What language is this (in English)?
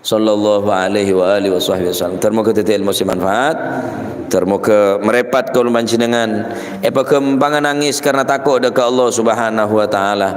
Madurese